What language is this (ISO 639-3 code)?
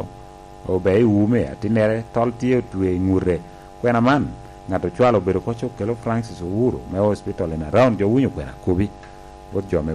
laj